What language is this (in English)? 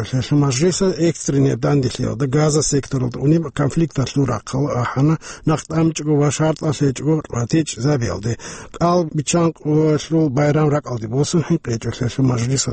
Avaric